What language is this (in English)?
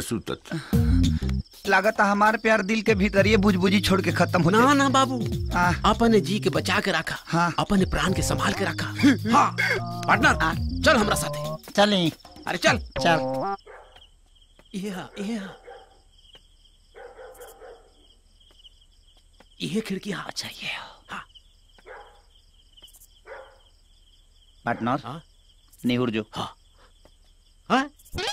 Bhojpuri